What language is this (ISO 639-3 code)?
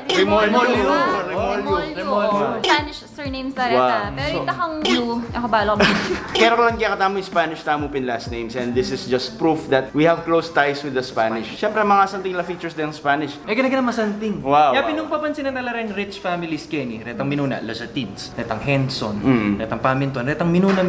pam